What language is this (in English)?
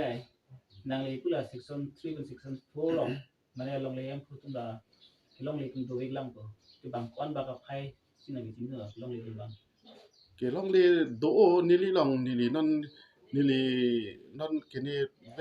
Karbi